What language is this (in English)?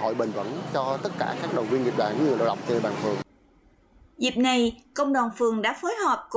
Vietnamese